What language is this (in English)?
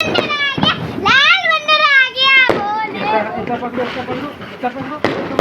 Maithili